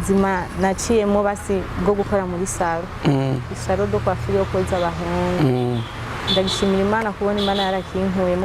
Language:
Rundi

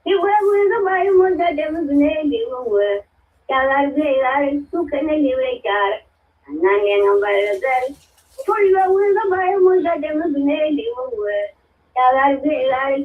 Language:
Nuer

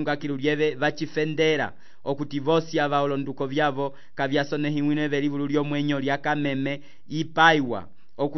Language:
Umbundu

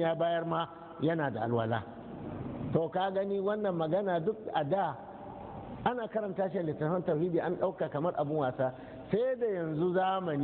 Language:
Hausa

